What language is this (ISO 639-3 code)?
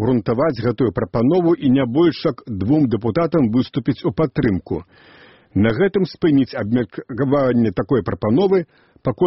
bel